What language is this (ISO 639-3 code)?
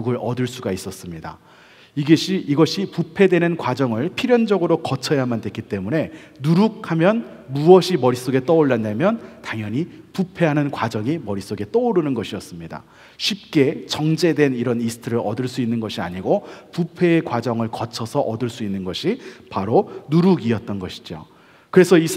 kor